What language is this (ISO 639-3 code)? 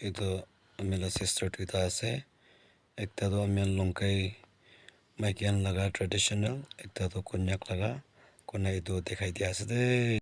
nag